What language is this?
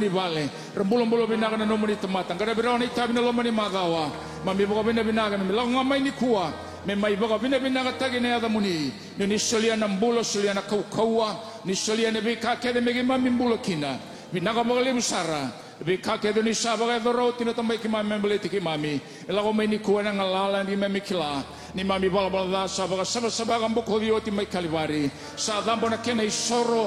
Fijian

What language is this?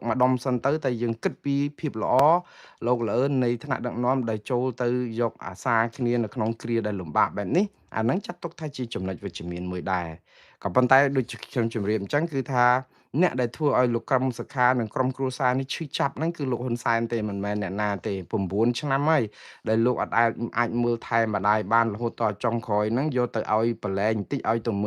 Khmer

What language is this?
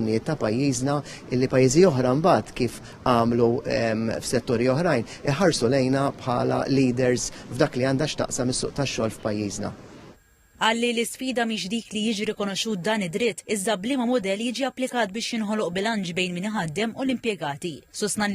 Maltese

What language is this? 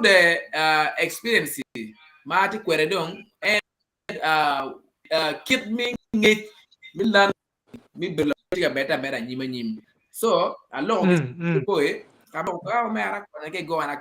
Acoli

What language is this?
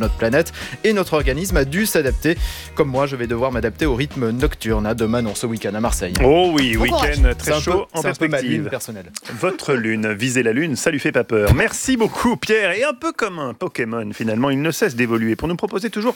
French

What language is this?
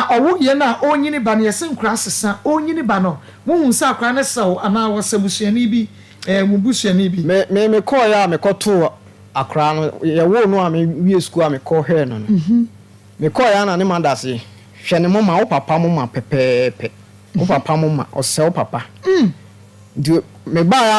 Akan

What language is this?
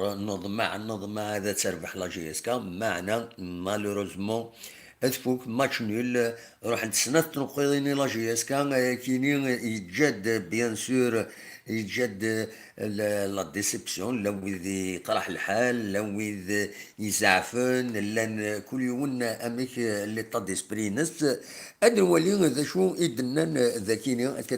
Kabyle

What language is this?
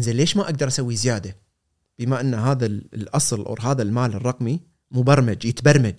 Gulf Arabic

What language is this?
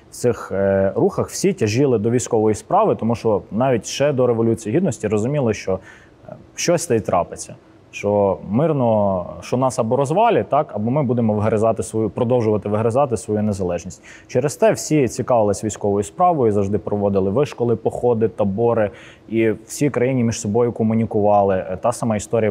Ukrainian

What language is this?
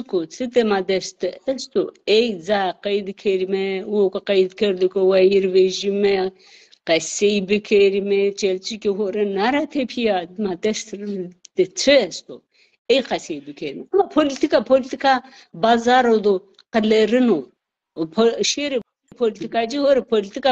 Zaza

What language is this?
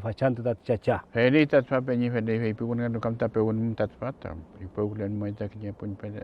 Mapuche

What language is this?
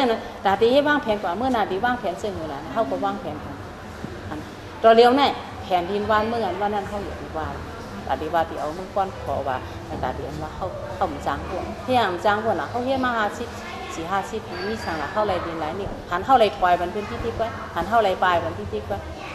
Shan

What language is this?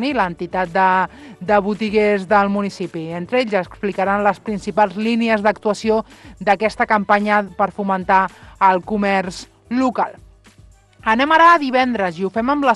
Catalan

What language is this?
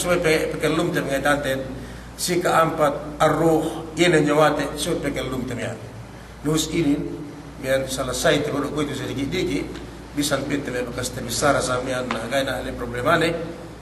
Yakan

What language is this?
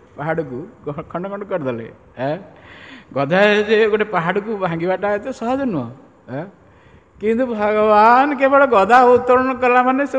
Odia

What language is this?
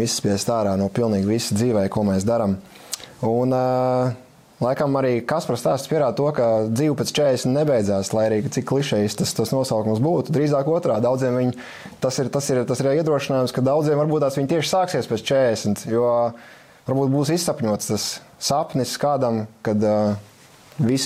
Latvian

